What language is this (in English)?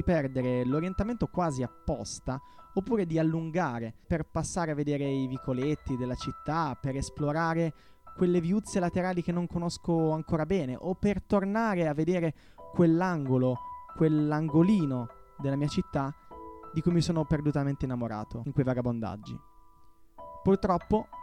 Italian